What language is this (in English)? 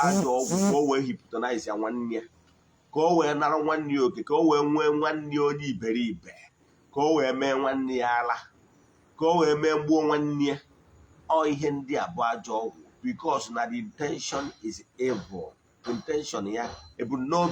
Igbo